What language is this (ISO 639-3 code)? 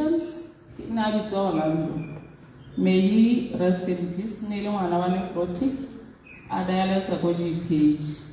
tsn